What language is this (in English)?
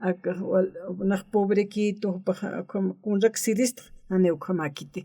Aymara